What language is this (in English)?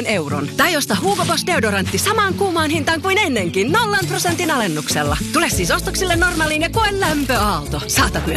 Finnish